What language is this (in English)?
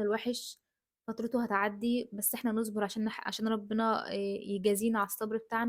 Egyptian Arabic